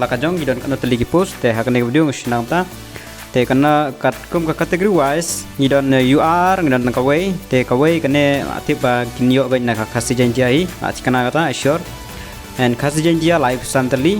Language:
Khasi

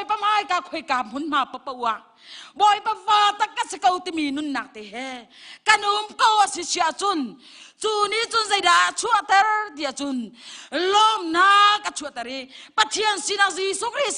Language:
Hakha Chin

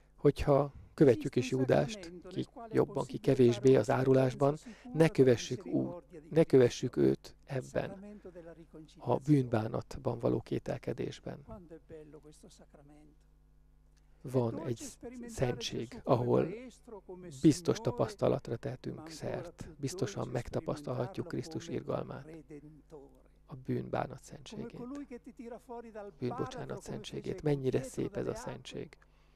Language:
Hungarian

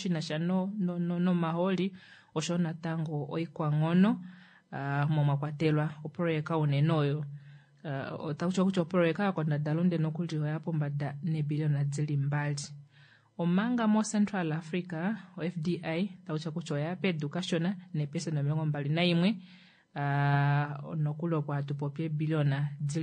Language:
Kuanyama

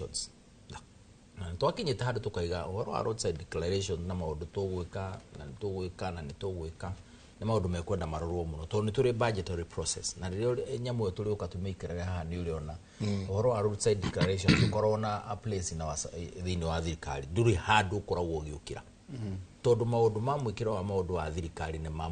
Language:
Kikuyu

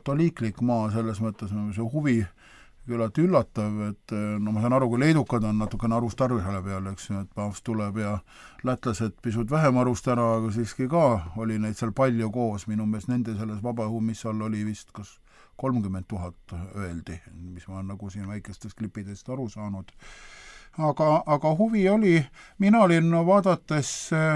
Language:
Estonian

